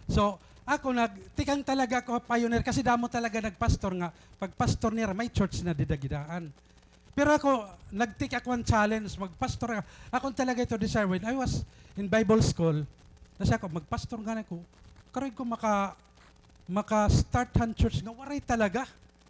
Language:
Waray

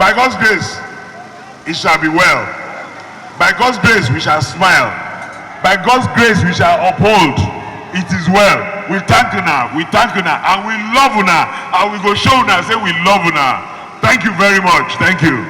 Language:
Nigerian Pidgin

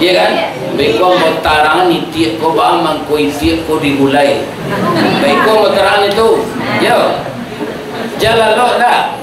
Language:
Minangkabau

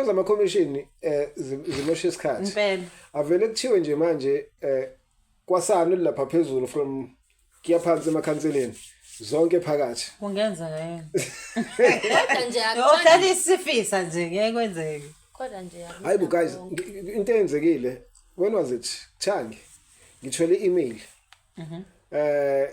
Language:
Zulu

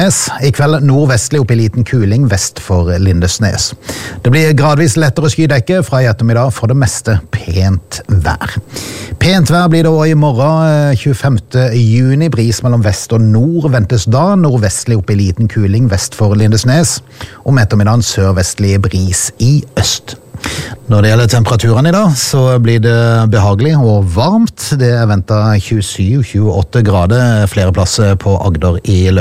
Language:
Norwegian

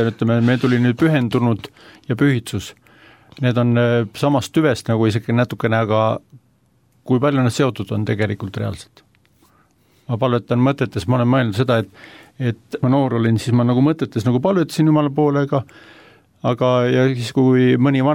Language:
Estonian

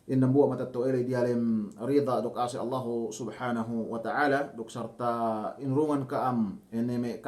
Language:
Yakan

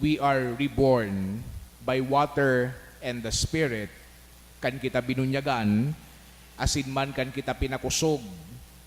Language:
Bikol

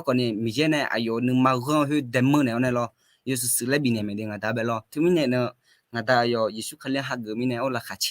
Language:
Akha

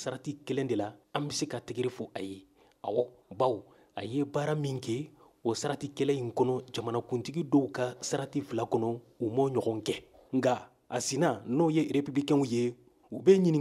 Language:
Bambara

